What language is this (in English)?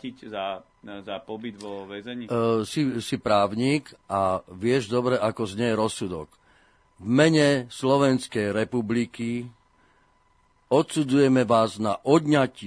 Slovak